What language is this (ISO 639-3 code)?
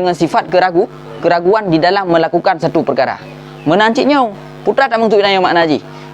ace